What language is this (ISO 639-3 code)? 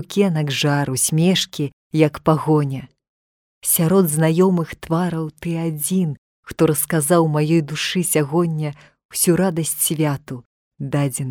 bel